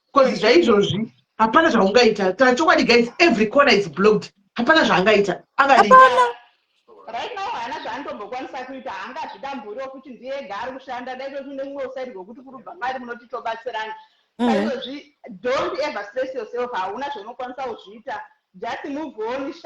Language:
Shona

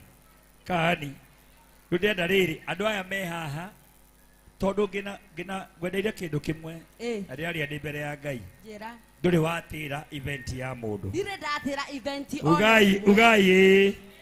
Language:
Kikuyu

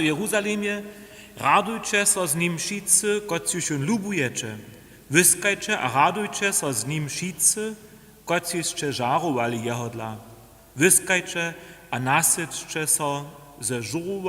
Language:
Upper Sorbian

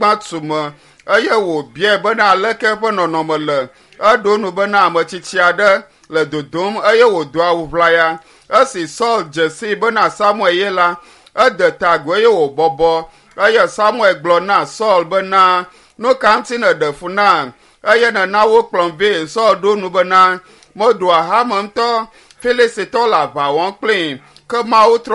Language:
Ewe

